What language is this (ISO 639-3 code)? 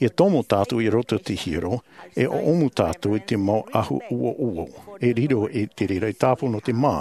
tah